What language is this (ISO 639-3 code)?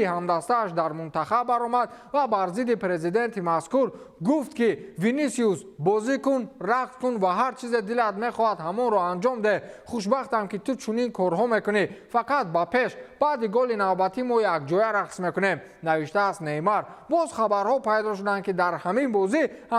tgk